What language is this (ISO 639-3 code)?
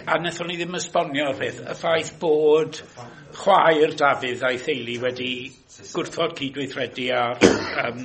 cym